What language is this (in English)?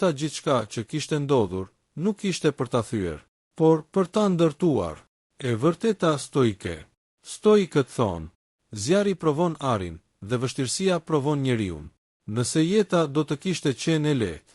Albanian